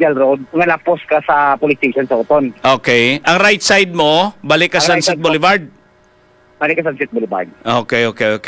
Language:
Hiligaynon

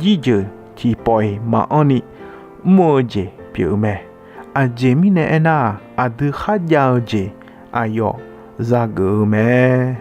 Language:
Akha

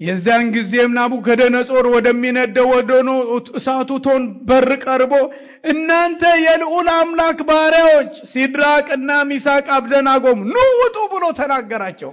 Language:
Amharic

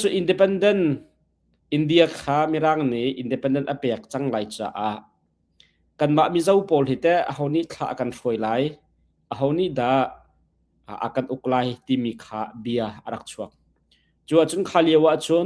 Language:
Hakha Chin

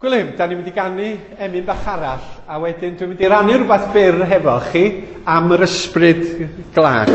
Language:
Welsh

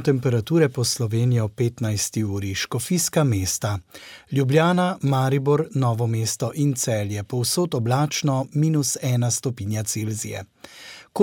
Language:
Slovenian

